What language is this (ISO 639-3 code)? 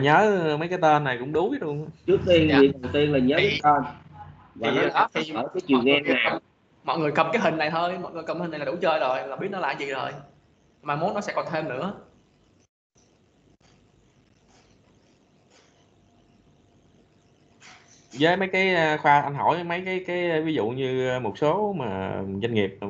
vie